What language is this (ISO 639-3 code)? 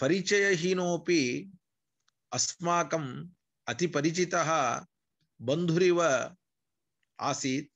san